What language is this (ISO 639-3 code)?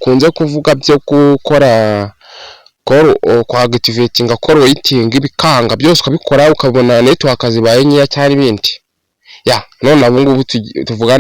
kin